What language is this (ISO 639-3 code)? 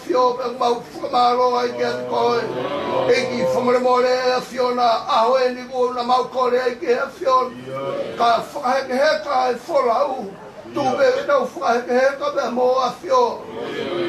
ton